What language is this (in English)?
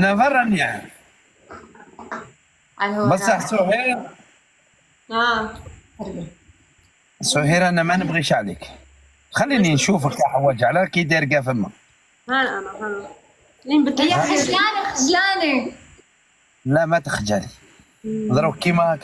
Algerian Arabic